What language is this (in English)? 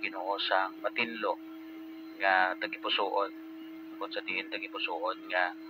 Hiligaynon